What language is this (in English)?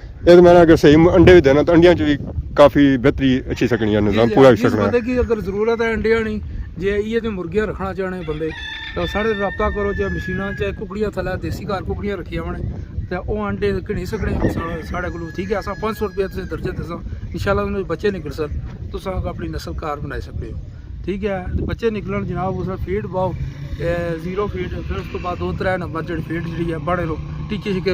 Pahari-Potwari